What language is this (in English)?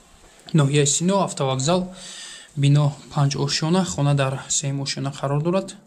Tajik